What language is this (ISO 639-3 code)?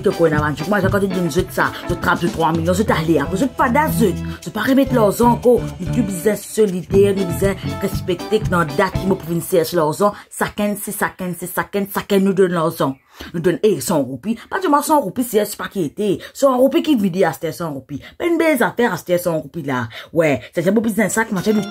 mfe